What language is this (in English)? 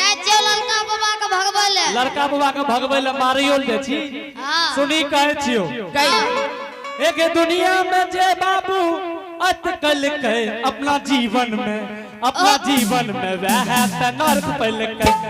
Angika